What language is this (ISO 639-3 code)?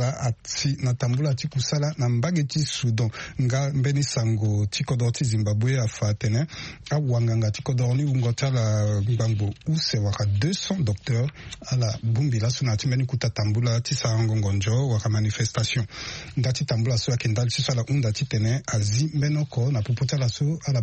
sag